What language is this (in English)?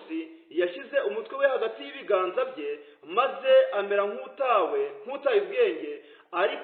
Kinyarwanda